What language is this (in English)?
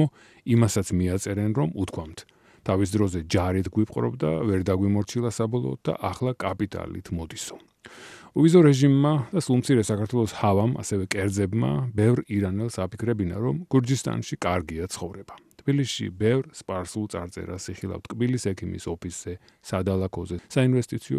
Georgian